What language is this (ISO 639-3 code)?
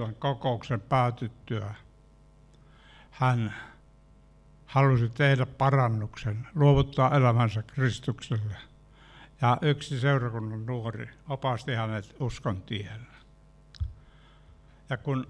fin